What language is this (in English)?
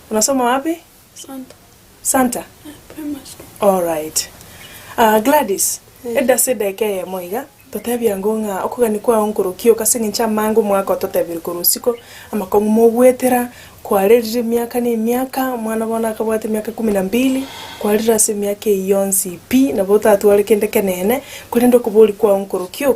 Gusii